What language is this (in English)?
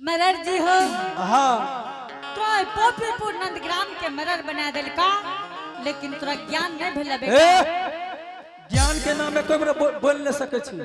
Angika